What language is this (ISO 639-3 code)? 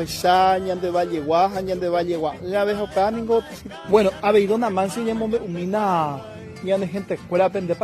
grn